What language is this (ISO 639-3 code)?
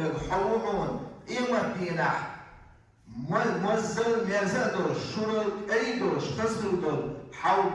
che